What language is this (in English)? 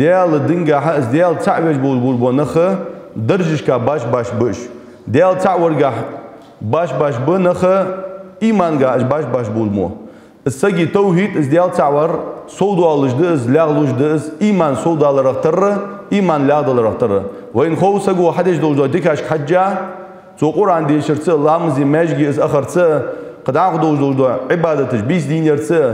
Ingush